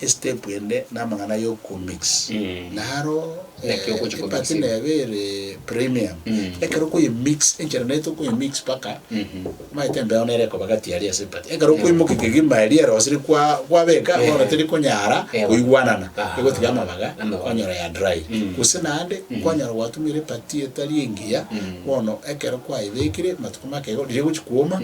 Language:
Gusii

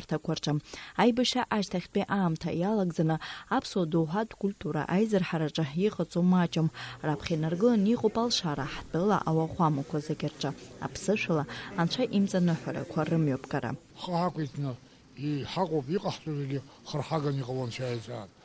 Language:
Abkhazian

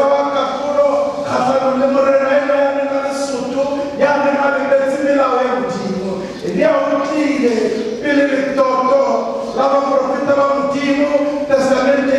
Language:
Southern Sotho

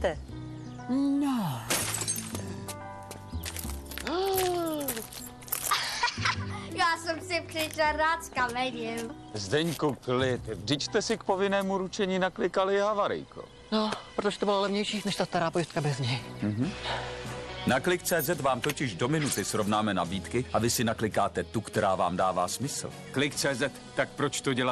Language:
Czech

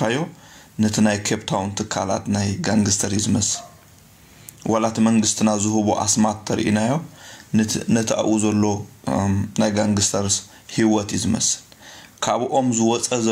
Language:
Tigrinya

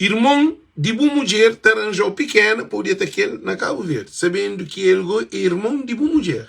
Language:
Kabuverdianu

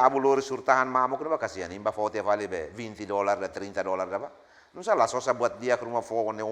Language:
Tetum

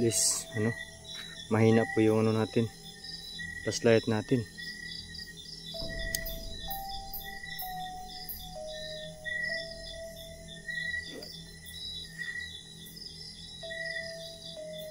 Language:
Filipino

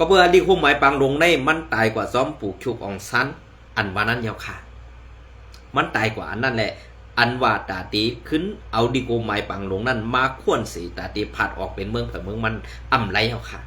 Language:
Shan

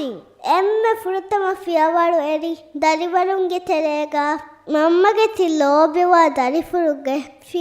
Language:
Divehi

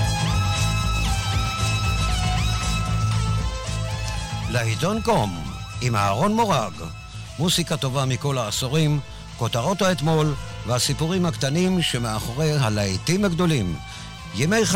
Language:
Hebrew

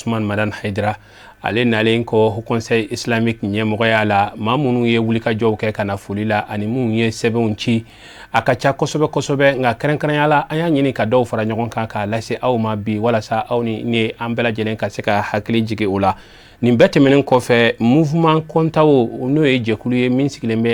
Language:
Bambara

